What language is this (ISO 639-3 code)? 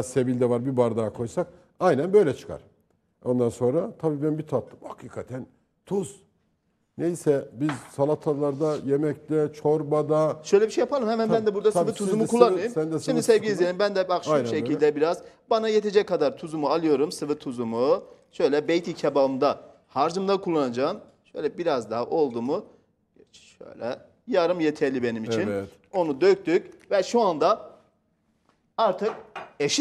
tur